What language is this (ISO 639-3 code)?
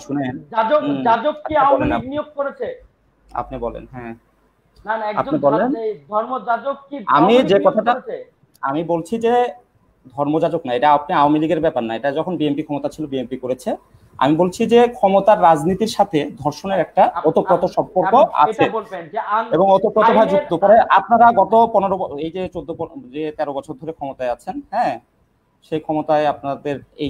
ben